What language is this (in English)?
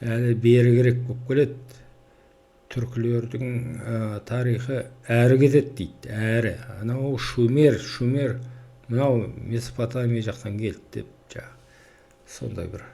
Kazakh